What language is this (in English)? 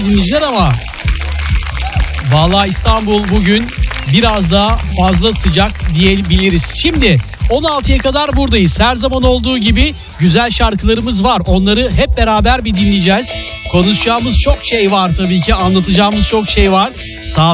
Turkish